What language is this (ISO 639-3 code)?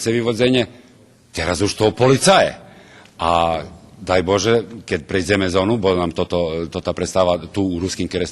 rue